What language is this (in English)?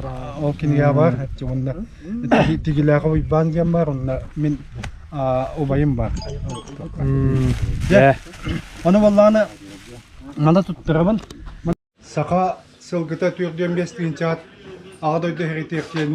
Yakut